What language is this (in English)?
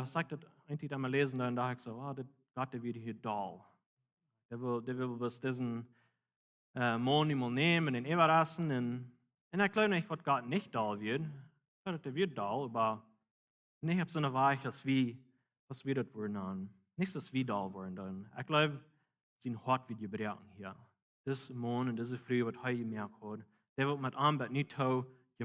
Plautdietsch